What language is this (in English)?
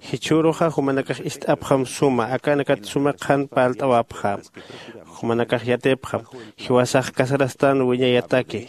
Aymara